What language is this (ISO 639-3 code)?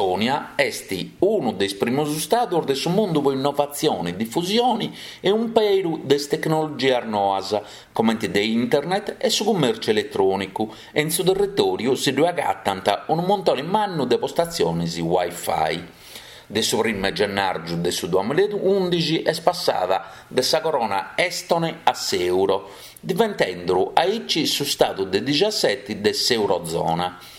srd